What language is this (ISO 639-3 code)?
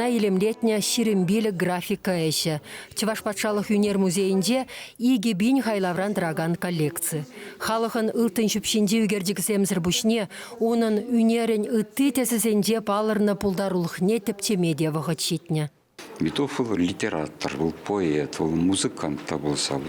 chv